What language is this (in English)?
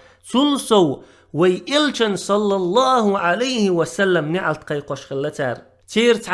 Chechen